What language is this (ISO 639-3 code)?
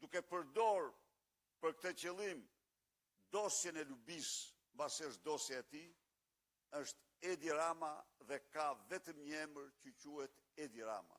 sqi